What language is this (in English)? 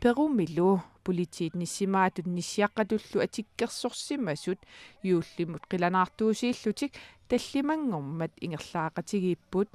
Kalaallisut